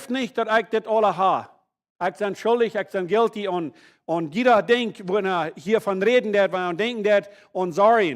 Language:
Plautdietsch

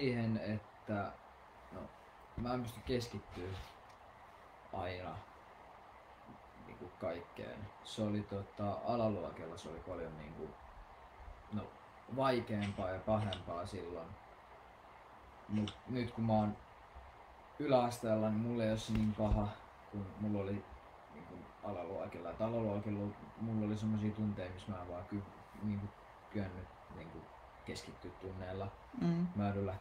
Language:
Finnish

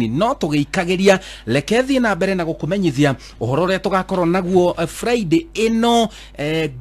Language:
Kikuyu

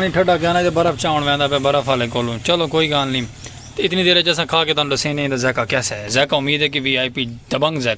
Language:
Saraiki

